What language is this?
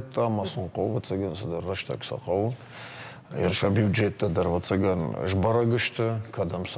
Ossetic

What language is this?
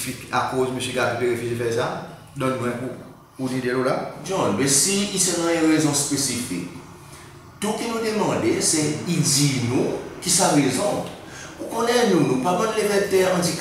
Seselwa Creole French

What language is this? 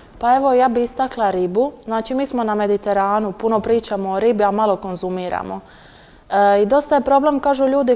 Croatian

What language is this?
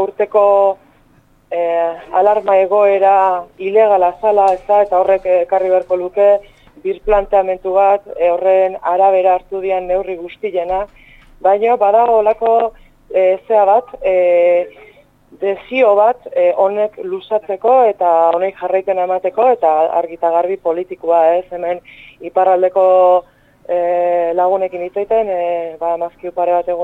Basque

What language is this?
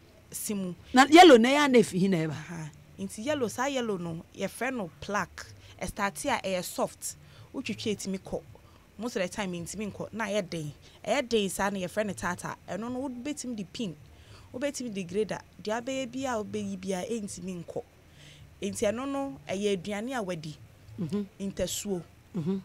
Akan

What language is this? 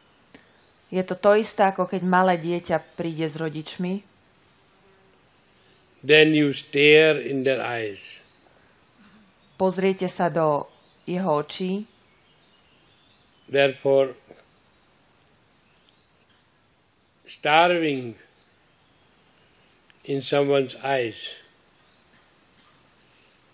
Slovak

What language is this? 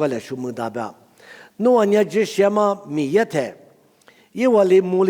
Lisu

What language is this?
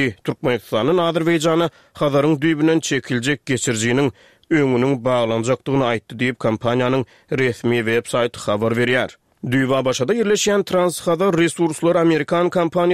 Turkmen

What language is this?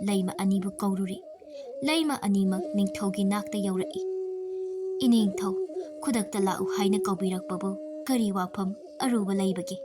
Manipuri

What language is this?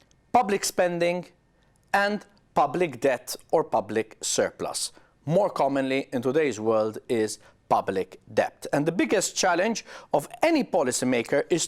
English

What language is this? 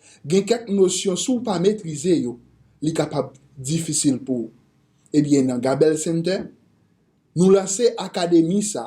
Haitian Creole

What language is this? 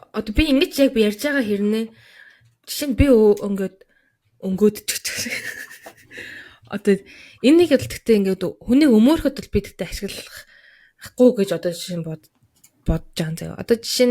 Mongolian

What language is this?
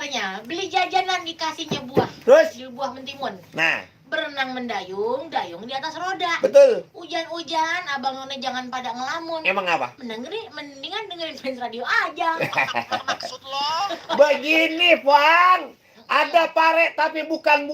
Betawi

